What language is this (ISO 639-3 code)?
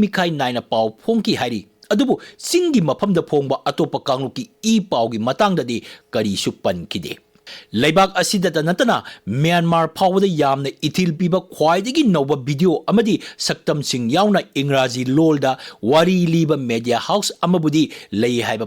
mni